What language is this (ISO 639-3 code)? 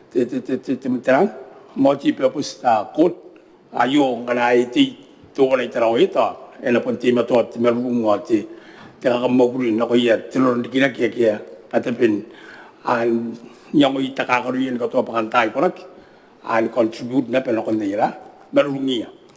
gil